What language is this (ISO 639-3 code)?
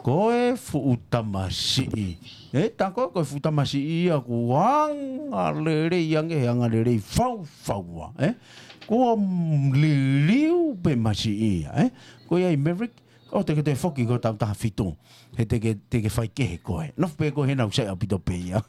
ton